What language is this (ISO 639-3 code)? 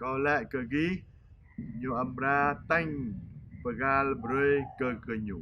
jra